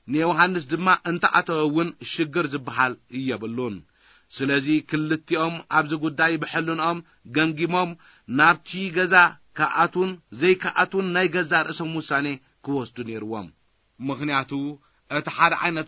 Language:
Tigrinya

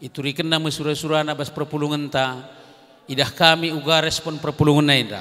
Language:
Batak Karo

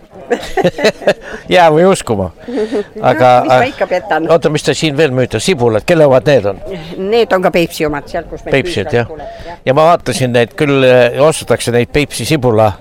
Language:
Estonian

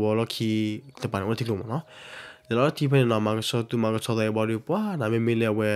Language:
S'gaw Karen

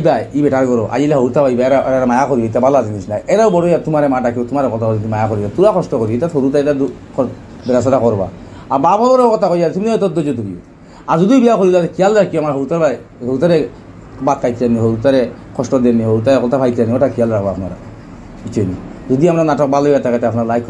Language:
Sylheti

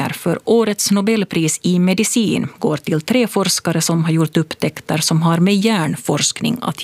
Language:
Swedish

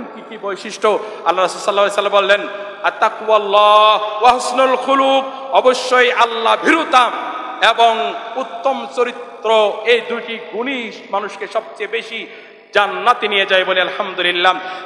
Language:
Bangla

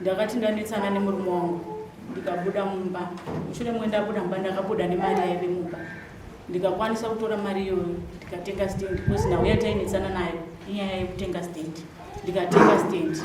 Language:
Shona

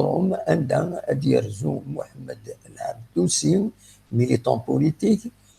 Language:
Kabyle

